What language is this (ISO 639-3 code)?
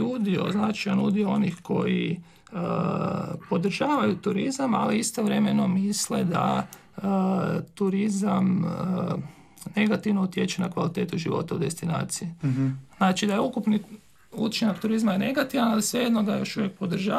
hrv